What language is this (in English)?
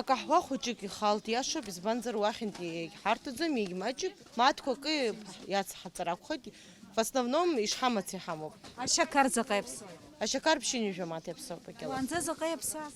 Abkhazian